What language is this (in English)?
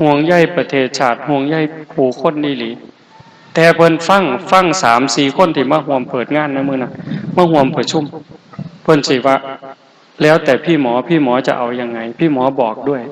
Northeastern Thai